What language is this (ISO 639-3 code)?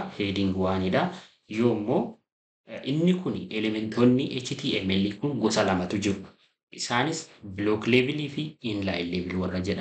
orm